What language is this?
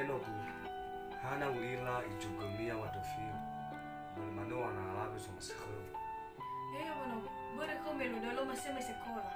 Nias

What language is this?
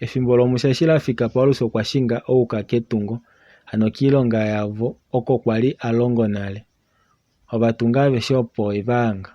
Kuanyama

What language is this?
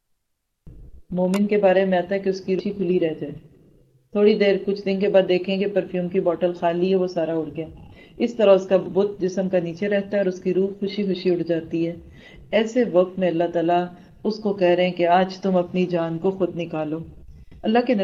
Urdu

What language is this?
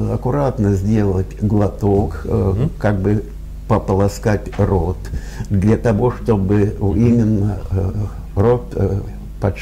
Russian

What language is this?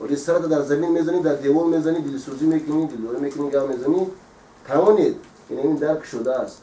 Tajik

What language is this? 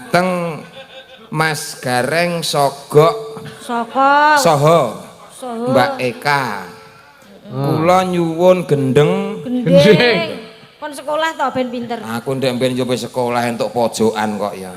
Javanese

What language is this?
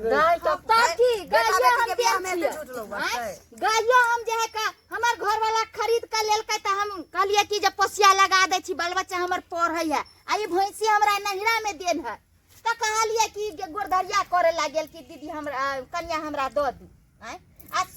Maithili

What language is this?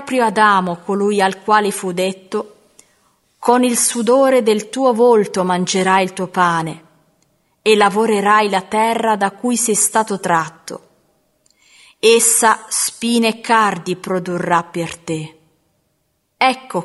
Italian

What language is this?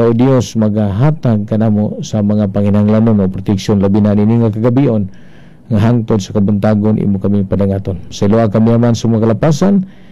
Cebuano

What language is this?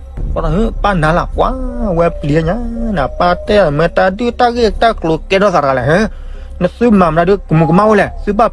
S'gaw Karen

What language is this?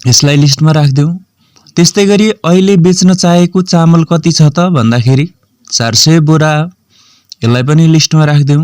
Nepali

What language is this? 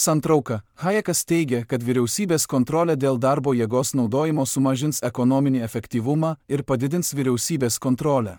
Lithuanian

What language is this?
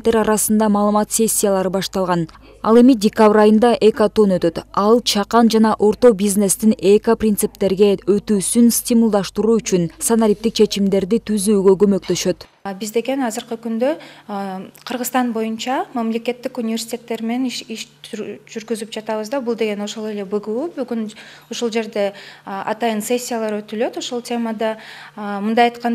Kyrgyz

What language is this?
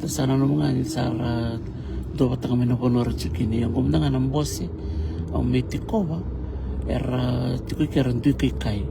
Fijian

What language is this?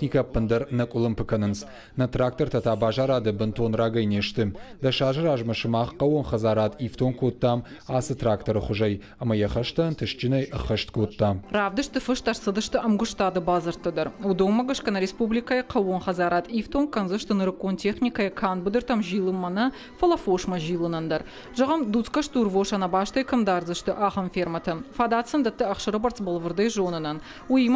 Ossetic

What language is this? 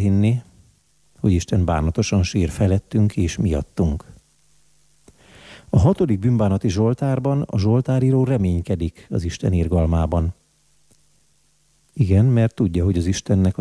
Hungarian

